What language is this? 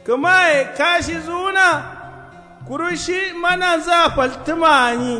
Kanuri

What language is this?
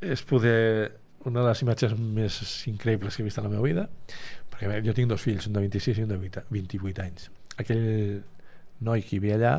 Catalan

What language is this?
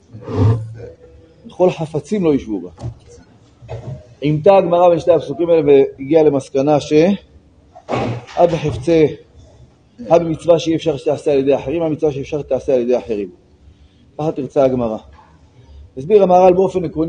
Hebrew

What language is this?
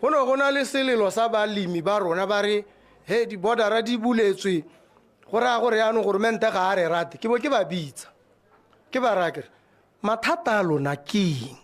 Tswana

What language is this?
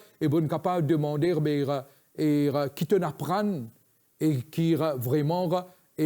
Morisyen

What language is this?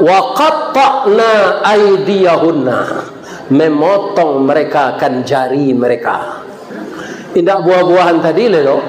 Minangkabau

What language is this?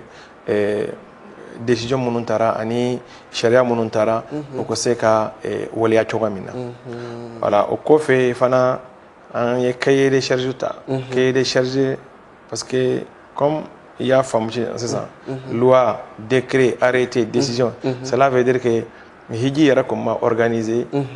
Bambara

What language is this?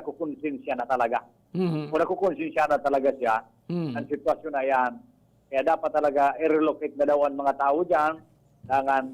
Bikol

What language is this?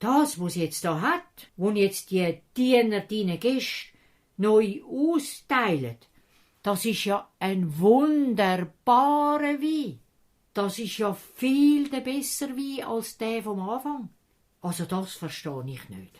Swiss German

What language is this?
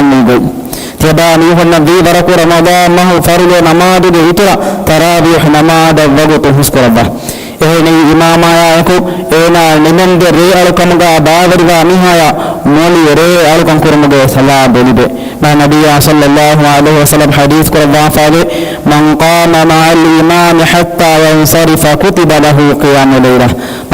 Divehi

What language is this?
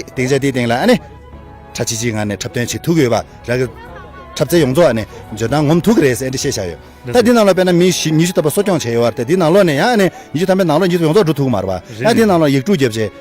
Tibetan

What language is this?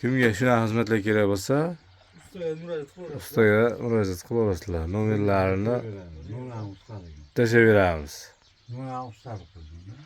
Uzbek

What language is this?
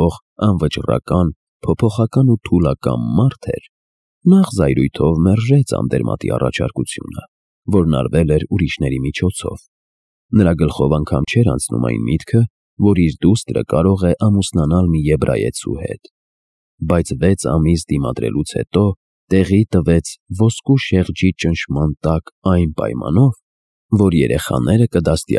Armenian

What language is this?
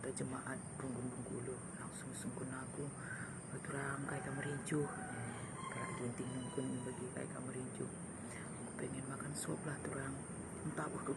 Batak Karo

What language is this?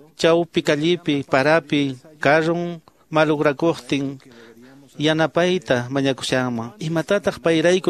Quechua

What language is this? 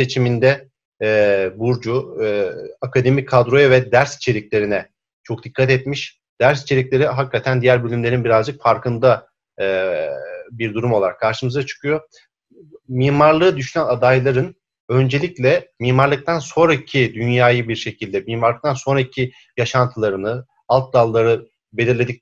Turkish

